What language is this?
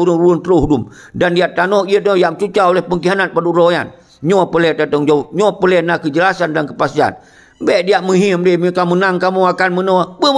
Achinese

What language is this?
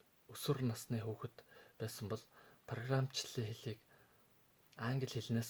Mongolian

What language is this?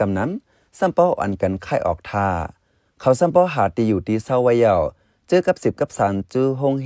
Shan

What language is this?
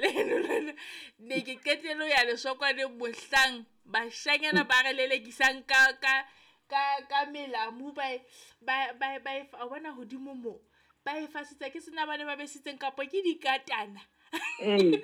Southern Sotho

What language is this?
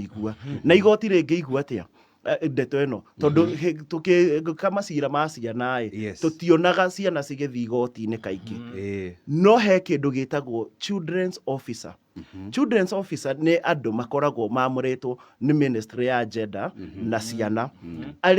Kikuyu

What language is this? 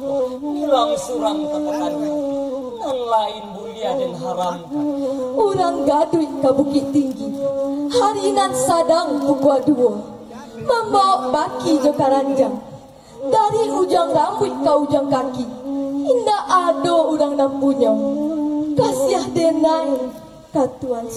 Minangkabau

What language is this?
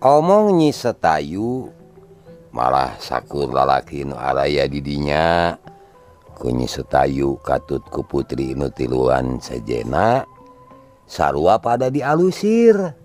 Sundanese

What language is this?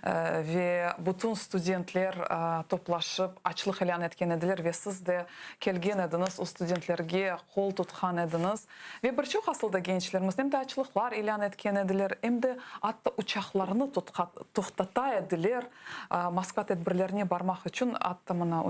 Crimean Tatar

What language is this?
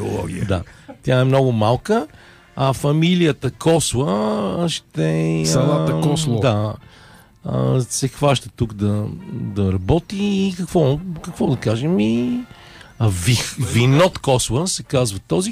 Bulgarian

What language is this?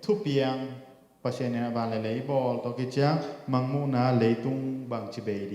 Tedim Chin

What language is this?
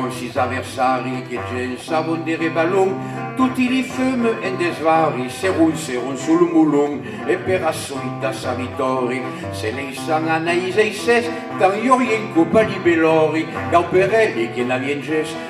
Occitan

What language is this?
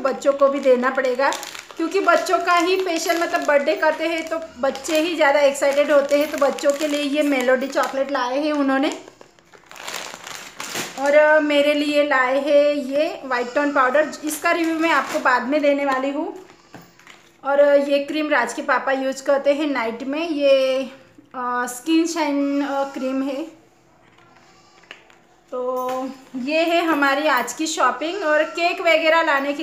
Hindi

